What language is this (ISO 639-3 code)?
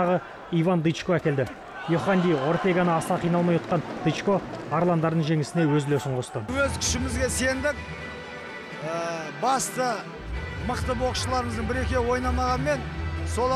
kaz